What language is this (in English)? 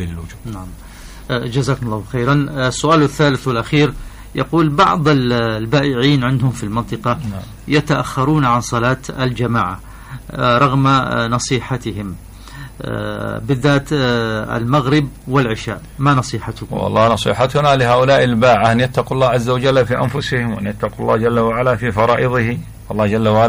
Arabic